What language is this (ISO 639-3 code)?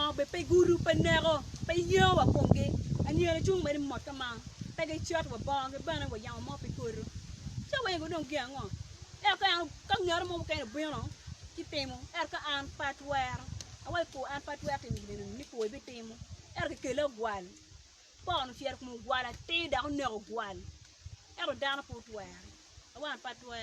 ach